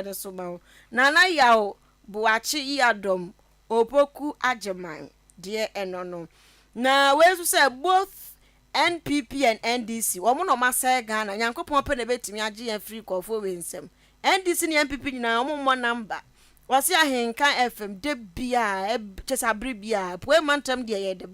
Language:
Akan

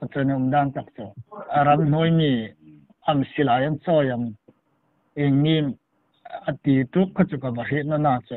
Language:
Hmar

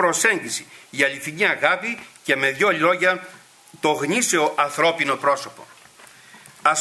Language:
Greek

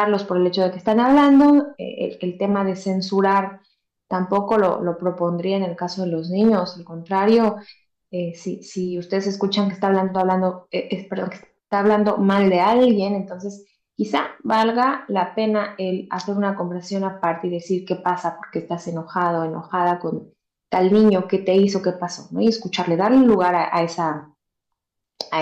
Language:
Spanish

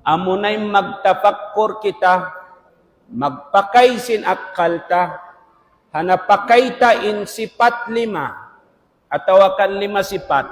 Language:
Tausug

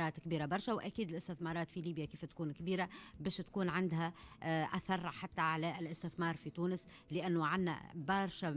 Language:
Tunisian Arabic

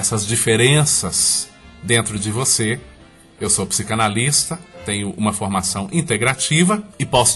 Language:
Portuguese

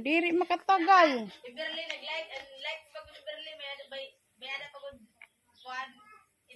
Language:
Waray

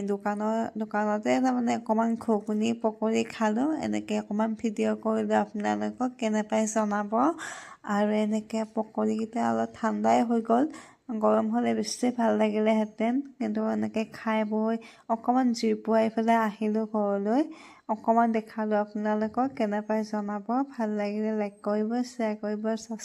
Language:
Assamese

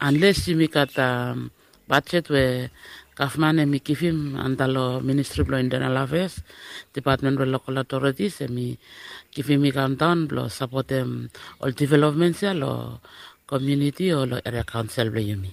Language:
Bislama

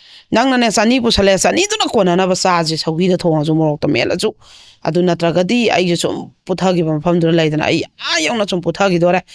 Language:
Manipuri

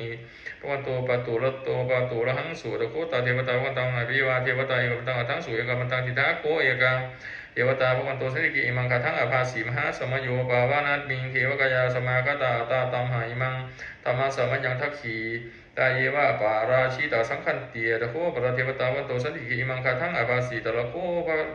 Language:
Pali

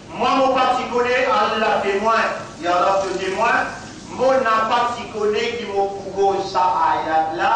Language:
Morisyen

